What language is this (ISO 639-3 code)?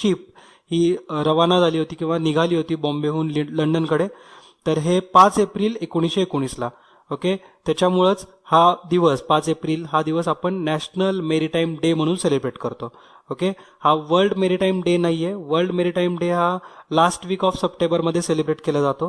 mar